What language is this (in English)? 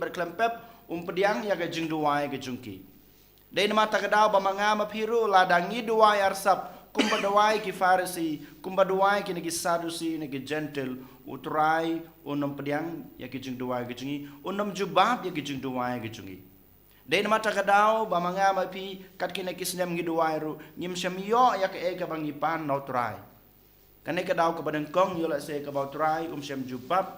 Khasi